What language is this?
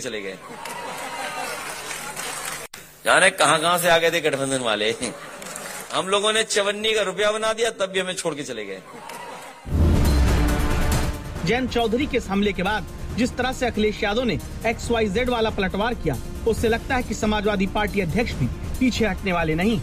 Hindi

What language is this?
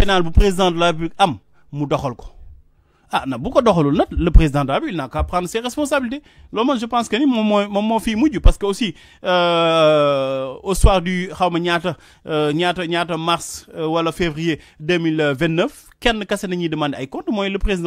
Wolof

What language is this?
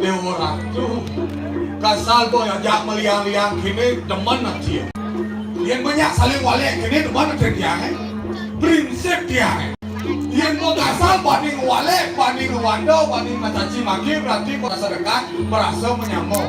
Balinese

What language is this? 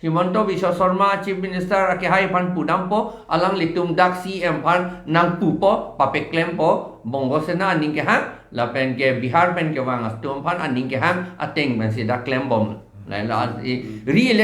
Karbi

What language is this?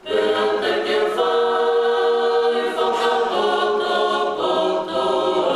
Tongan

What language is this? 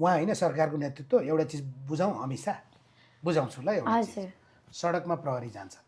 Nepali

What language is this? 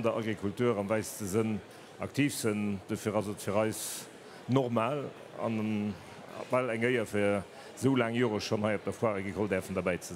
Luxembourgish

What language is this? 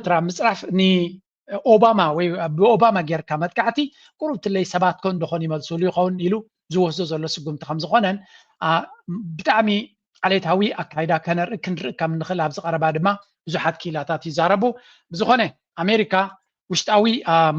Tigrinya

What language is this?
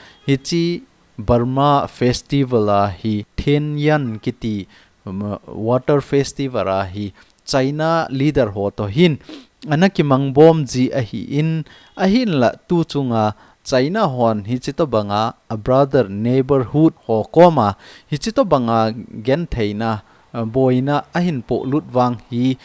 Thado Chin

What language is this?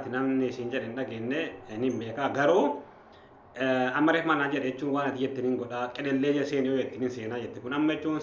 Oromo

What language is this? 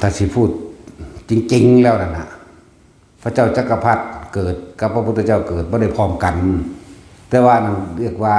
Northeastern Thai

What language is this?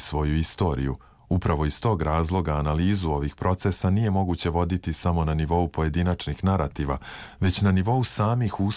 Serbian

